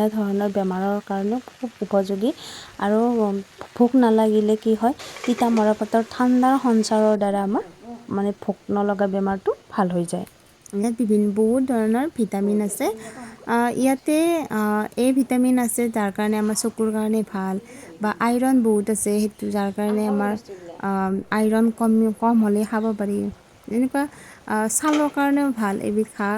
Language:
Assamese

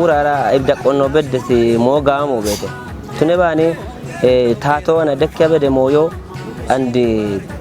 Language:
Kafa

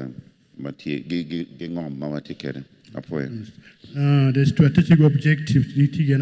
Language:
Acoli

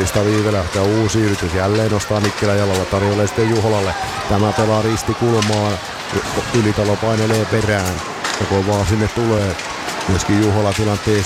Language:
Finnish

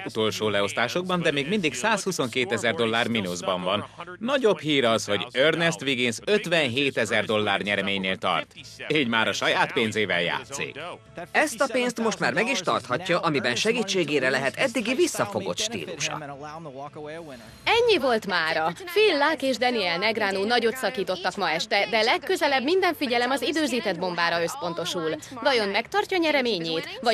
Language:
Hungarian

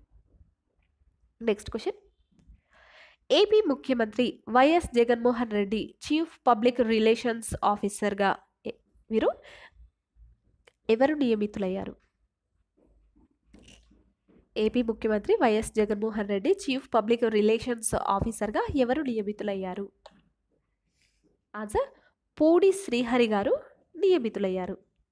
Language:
Telugu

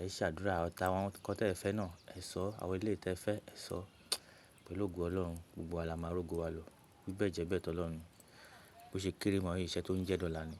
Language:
Yoruba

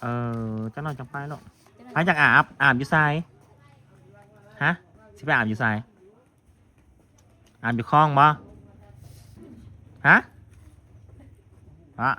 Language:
Northeastern Thai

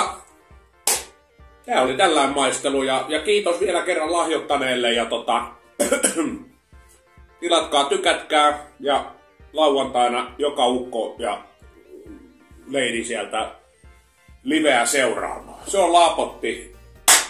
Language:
Finnish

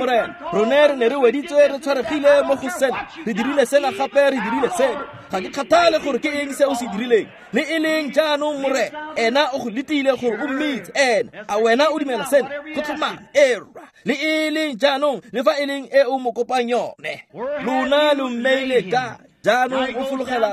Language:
Tswana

